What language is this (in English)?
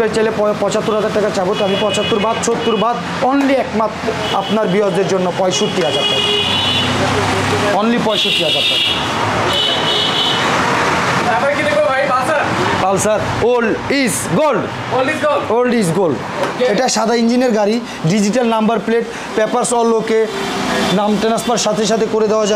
Bangla